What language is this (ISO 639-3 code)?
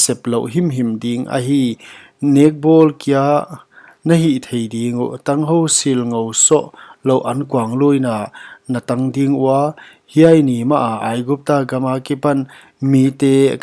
pck